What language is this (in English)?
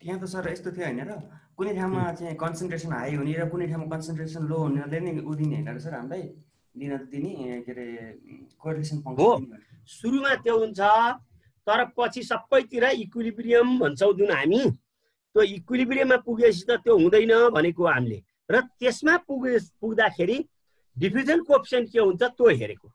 Nepali